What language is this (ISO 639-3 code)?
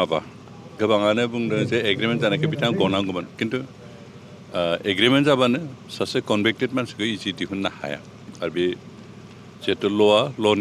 brx